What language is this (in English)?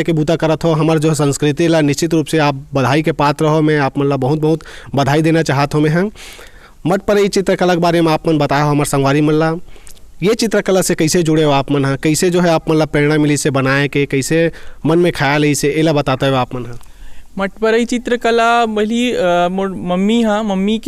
Chhattisgarhi